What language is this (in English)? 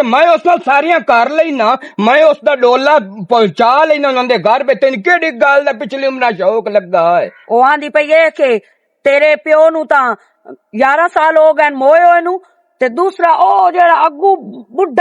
Western Panjabi